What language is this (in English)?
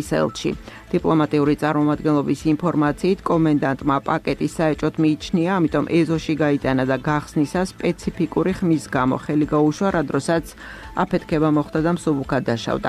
Georgian